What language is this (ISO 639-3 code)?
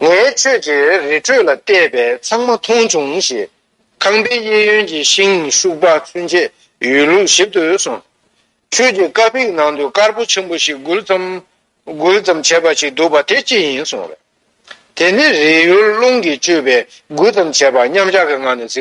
bod